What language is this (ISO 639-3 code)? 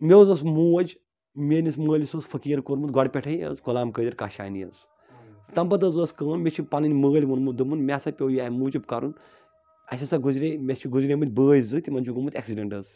kas